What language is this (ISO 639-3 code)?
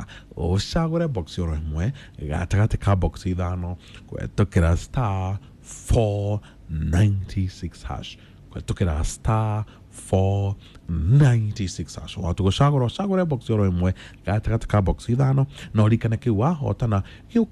kik